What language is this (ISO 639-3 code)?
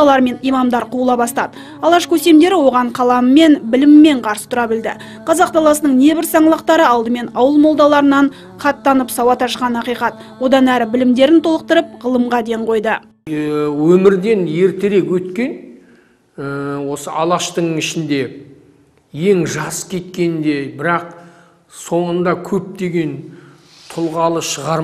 kaz